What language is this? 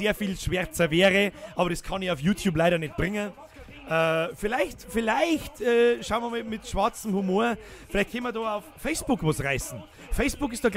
Bavarian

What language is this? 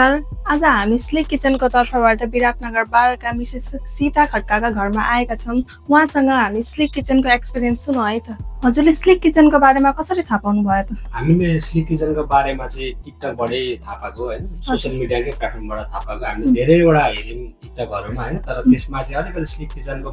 Nepali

